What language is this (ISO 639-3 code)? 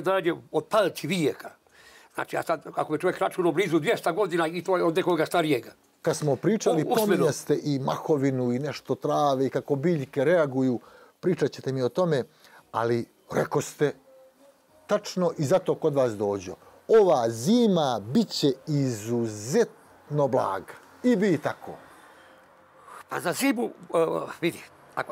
bos